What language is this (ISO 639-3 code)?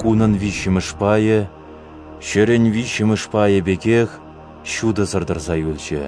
chv